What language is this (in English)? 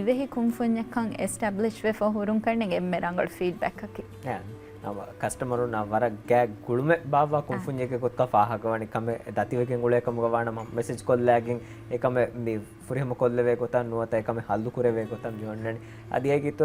Divehi